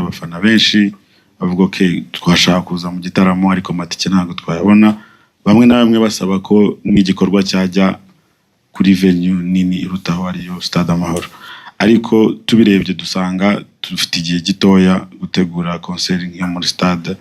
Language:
Kinyarwanda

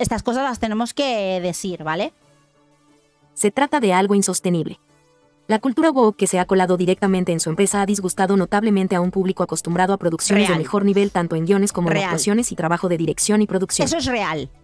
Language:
Spanish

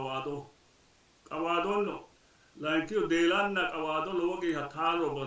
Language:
Sidamo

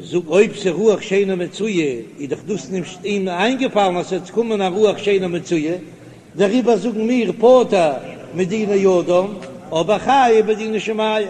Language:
Yiddish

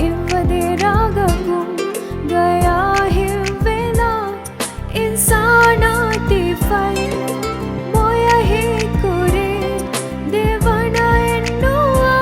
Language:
Divehi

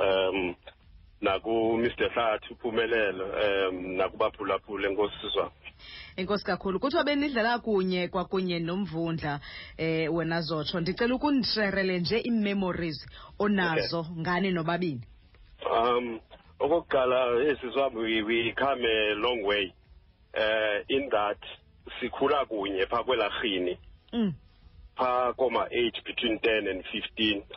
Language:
Xhosa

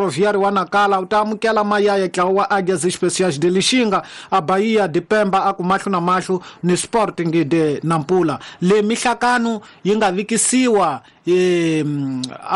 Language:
Tsonga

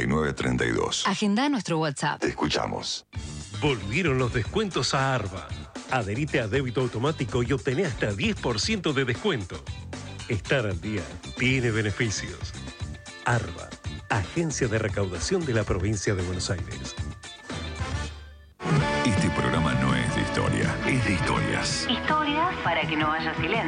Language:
Spanish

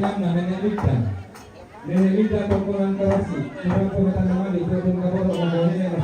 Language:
Toraja-Sa'dan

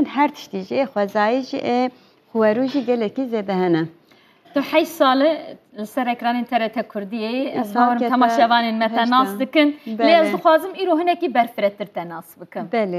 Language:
Kurdish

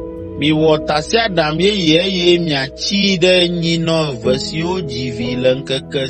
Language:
Ewe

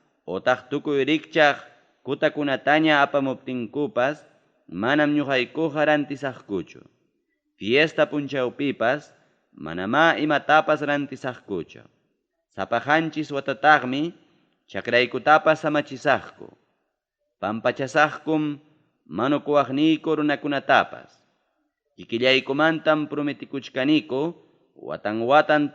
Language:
Ayacucho Quechua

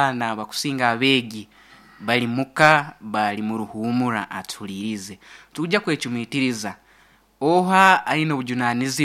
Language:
Nyoro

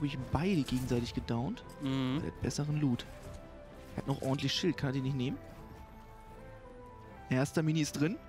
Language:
German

